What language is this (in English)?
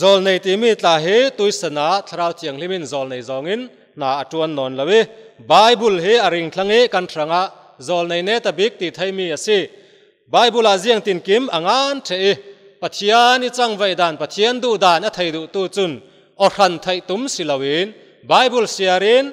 Falam Chin